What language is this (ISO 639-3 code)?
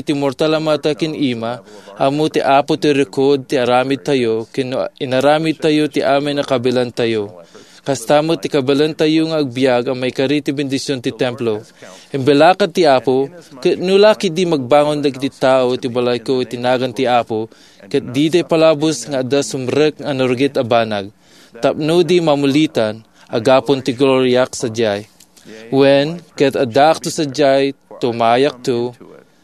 ilo